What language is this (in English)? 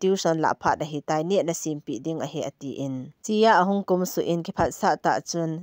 Thado Chin